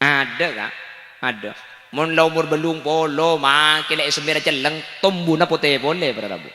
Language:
Madurese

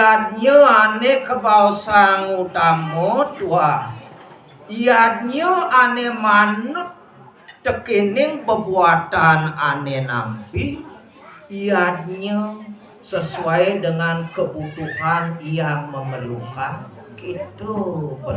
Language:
Balinese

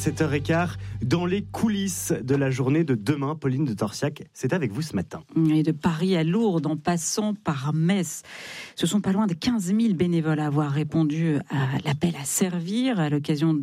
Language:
French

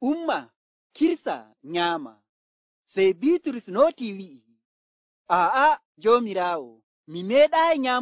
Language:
Nigerian Fulfulde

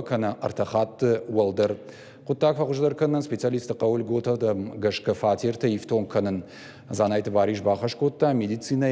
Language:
Ossetic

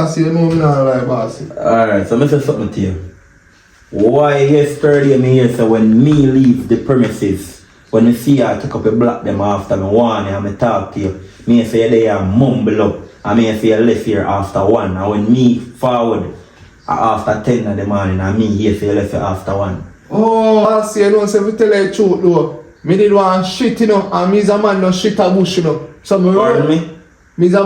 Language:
Jamaican Creole English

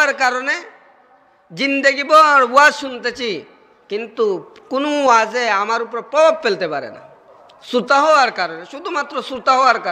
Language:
Sylheti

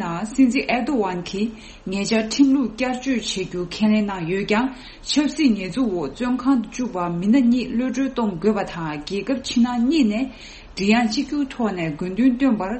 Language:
Tibetan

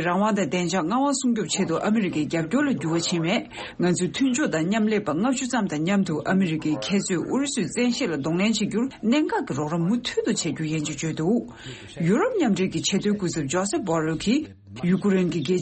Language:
Tibetan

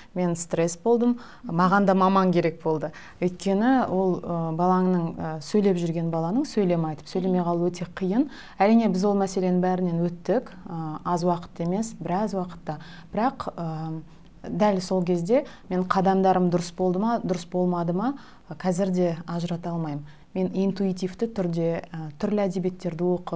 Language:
Kazakh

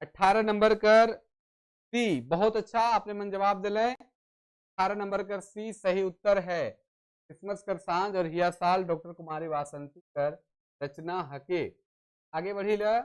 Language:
Sadri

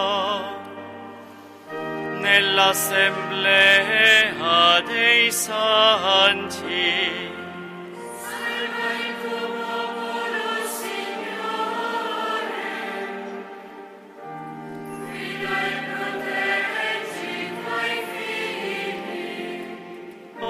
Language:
Italian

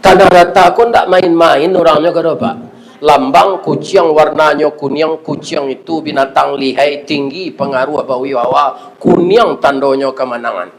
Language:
Minangkabau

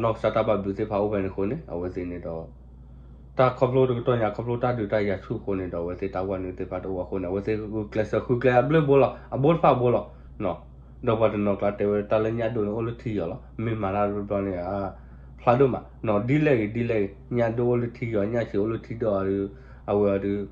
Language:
S'gaw Karen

